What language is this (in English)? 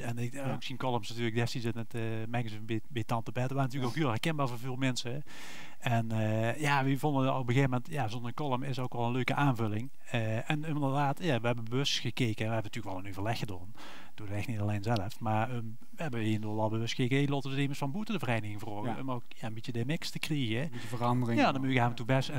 Limburgish